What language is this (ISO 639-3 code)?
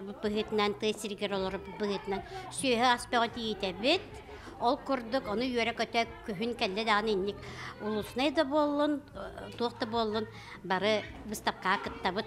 sah